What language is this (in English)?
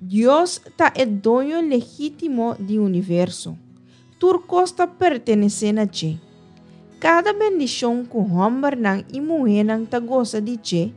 Papiamento